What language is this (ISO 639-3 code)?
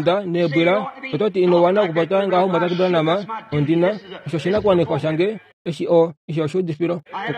kua